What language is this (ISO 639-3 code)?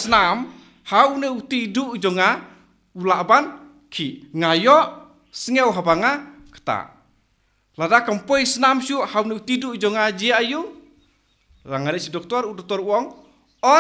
kha